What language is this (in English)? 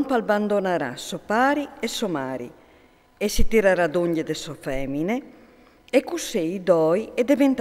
Friulian